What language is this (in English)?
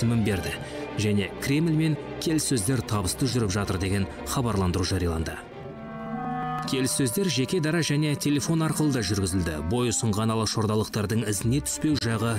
Kazakh